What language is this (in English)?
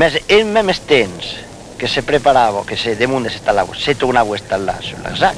Occitan